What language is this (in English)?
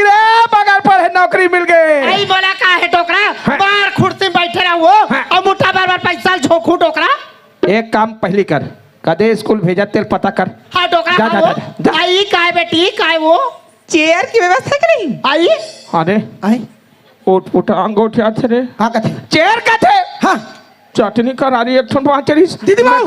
Chhattisgarhi